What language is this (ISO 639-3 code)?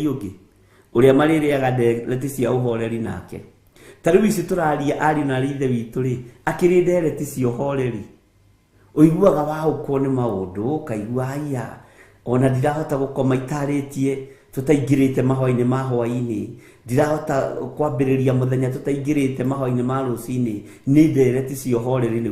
kik